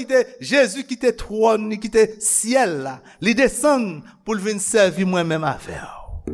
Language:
Haitian Creole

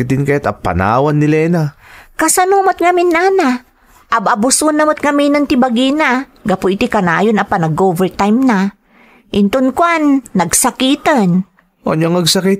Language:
Iloko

